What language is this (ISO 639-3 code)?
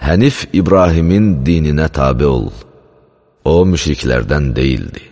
aze